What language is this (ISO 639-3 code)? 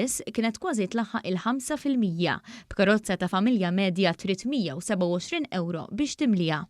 mlt